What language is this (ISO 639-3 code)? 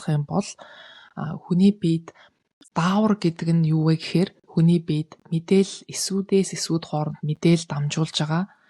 mon